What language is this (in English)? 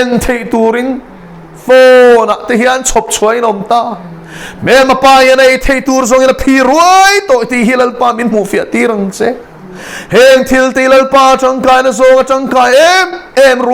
Mizo